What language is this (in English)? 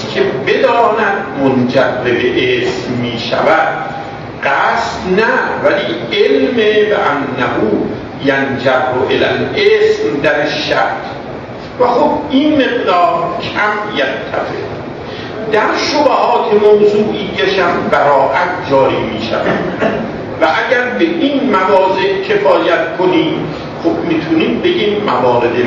Persian